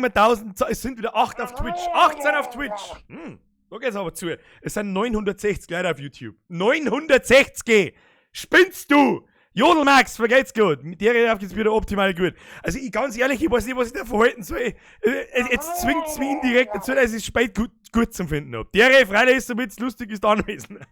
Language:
Bavarian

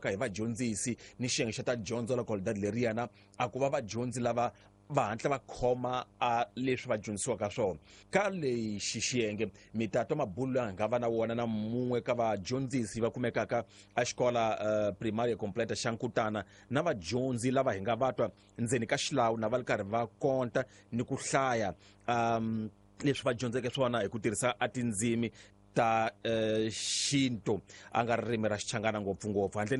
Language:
Tsonga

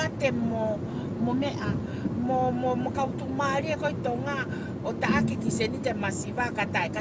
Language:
Tongan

